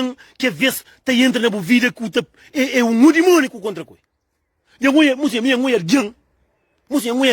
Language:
Kabuverdianu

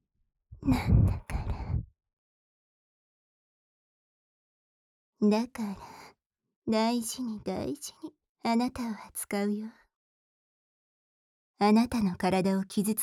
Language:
Japanese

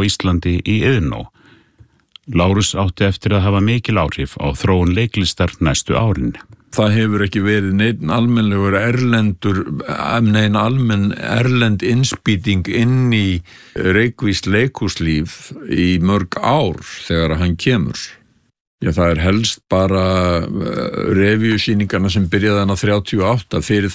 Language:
Icelandic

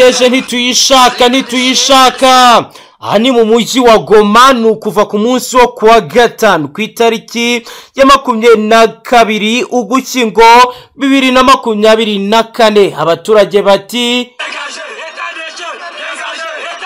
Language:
Kinyarwanda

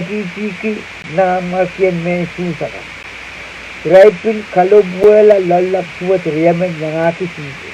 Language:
Pohnpeian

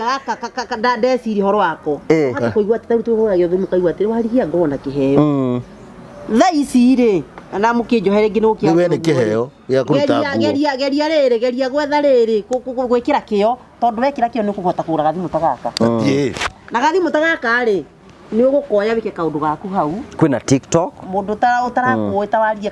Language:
Kikuyu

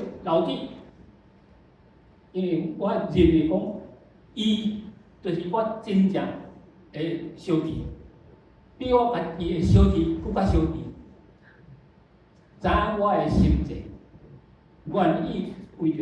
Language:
Min Nan Chinese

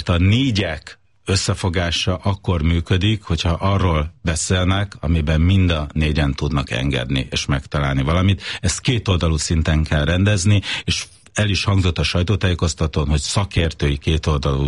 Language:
Hungarian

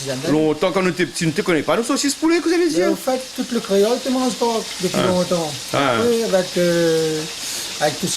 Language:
Réunion Creole French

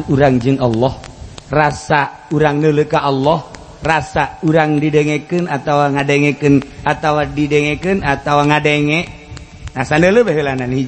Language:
Sundanese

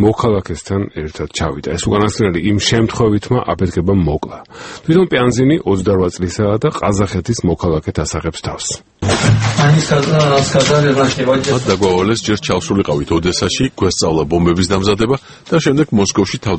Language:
Georgian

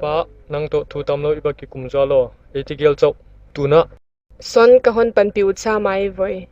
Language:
Paite Chin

